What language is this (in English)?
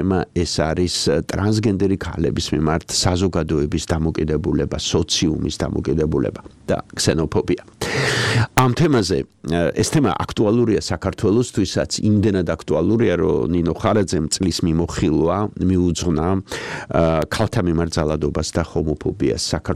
Georgian